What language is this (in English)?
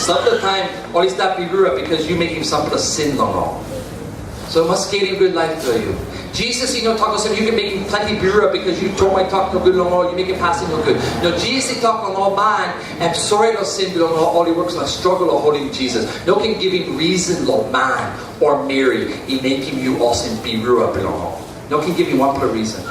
Tok Pisin